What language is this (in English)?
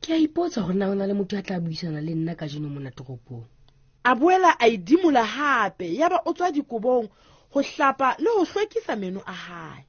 Southern Sotho